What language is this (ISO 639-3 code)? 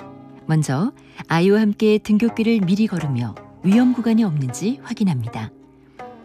kor